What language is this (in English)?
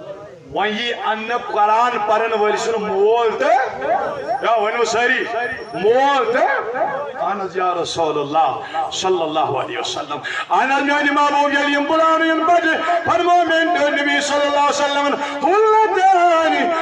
Kashmiri